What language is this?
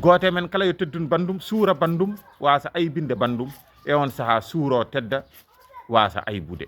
Fula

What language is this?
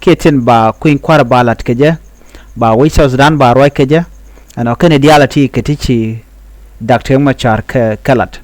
Nuer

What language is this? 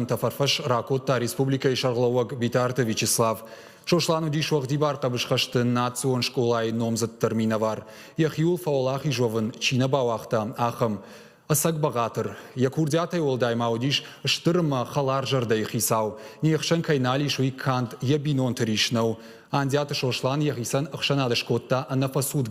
Ossetic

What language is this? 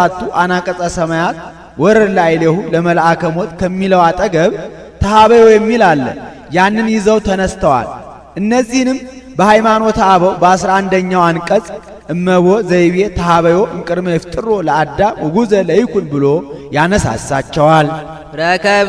Amharic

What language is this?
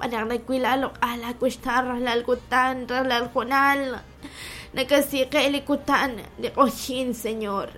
Kekchí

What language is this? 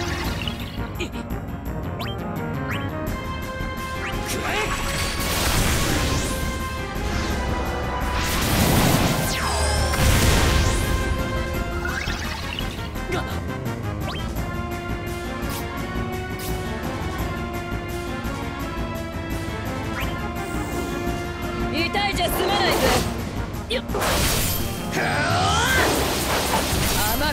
Japanese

